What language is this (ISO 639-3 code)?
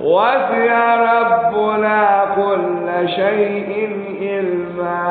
fub